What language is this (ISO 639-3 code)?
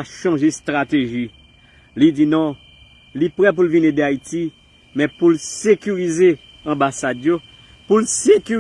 hat